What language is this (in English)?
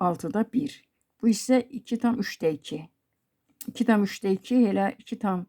Azerbaijani